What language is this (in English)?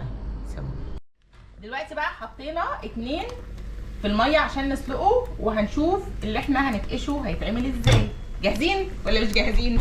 Egyptian Arabic